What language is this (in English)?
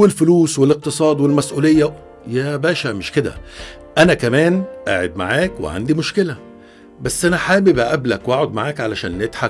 Egyptian Arabic